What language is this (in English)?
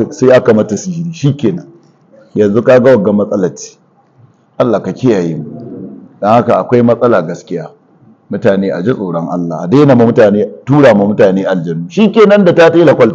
Hausa